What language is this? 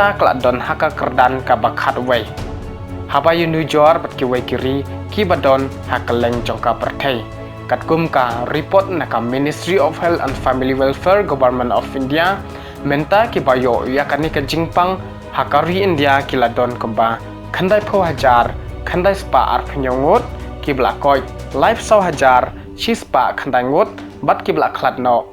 Khasi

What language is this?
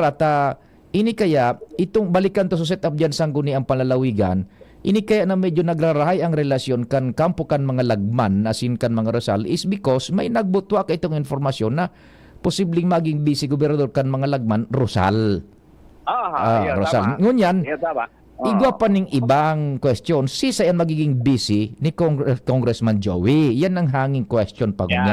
Bikol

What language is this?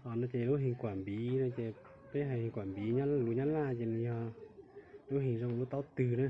Hmong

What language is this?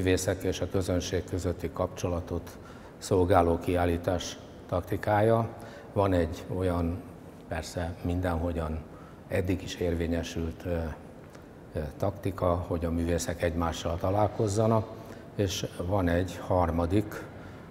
Hungarian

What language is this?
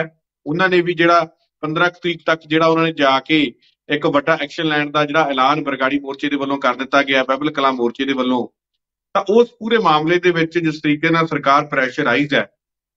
Punjabi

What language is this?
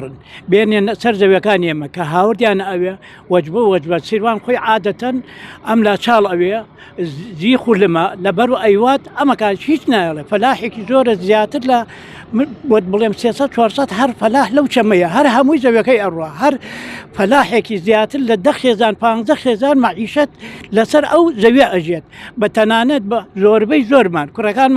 Central Kurdish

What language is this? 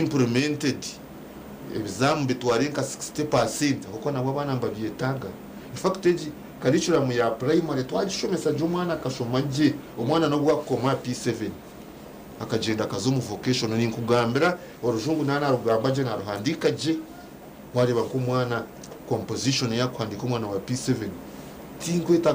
Nyankole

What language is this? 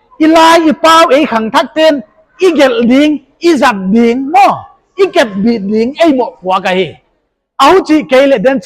Paite Chin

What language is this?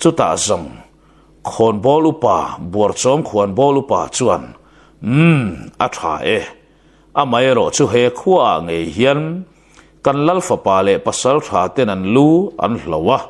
Mizo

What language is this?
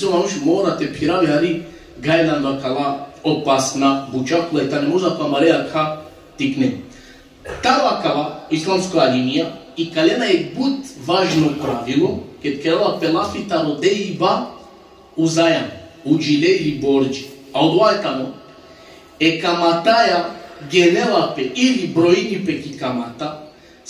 Balkan Romani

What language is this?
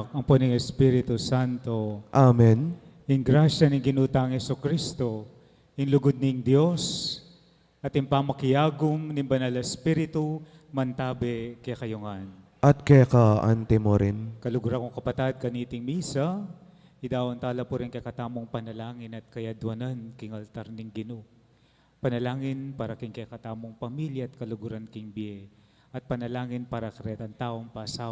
Pampanga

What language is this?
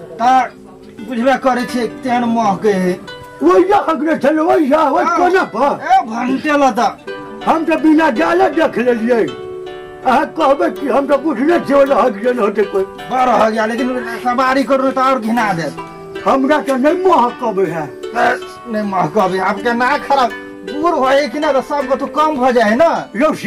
Maithili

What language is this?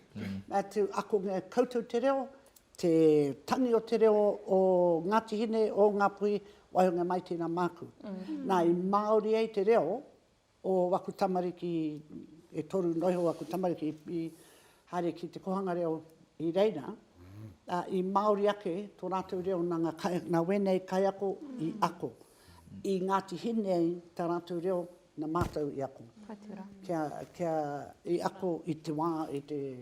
Māori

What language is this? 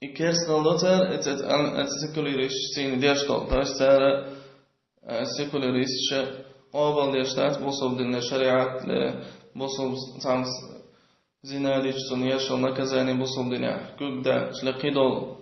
Chechen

